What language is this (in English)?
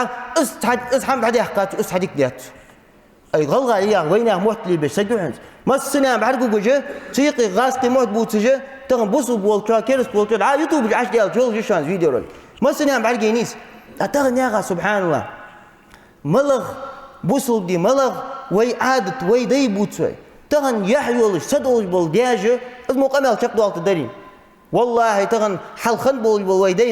Ingush